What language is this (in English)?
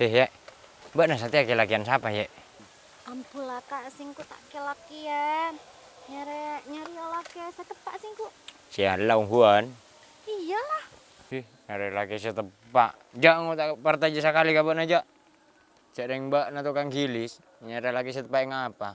Madurese